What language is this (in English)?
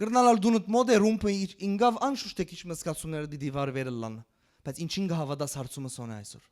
Western Armenian